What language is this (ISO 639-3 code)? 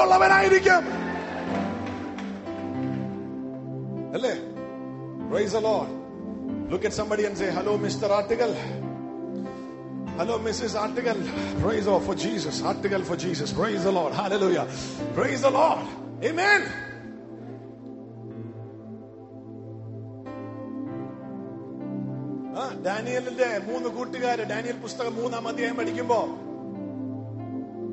mal